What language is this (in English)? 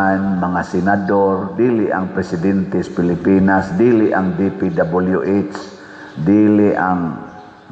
Cebuano